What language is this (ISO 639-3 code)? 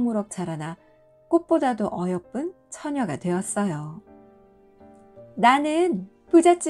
kor